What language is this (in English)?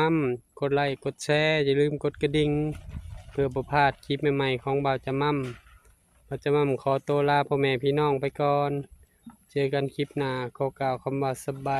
Northeastern Thai